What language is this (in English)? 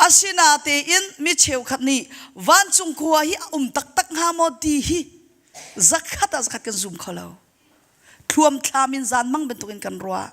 Hakha Chin